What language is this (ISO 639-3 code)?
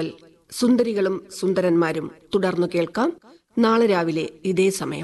mal